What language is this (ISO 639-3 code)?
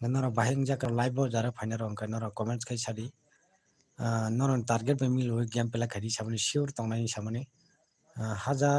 trp